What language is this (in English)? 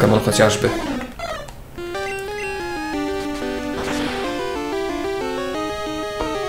Polish